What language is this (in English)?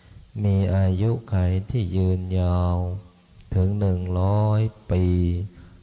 Pali